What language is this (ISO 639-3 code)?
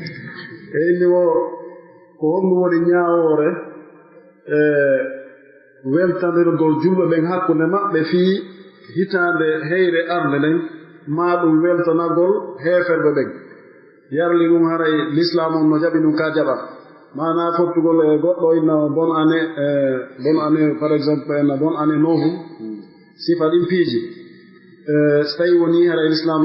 fuf